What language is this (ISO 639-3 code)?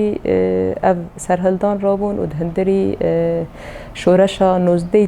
kur